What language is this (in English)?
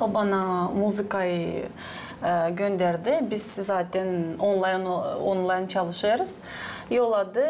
Gagauz